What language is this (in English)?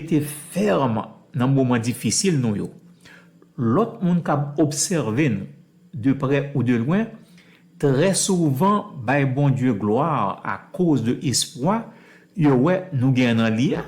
Haitian Creole